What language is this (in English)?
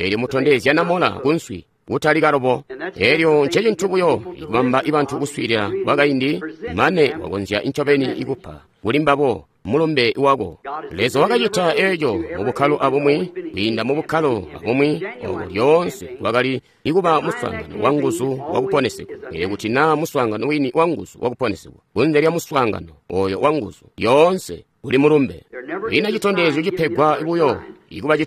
Tonga (Zambia)